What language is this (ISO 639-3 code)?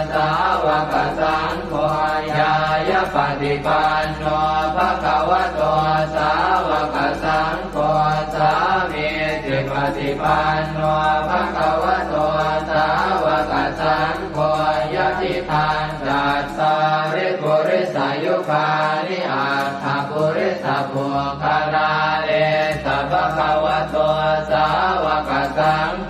pli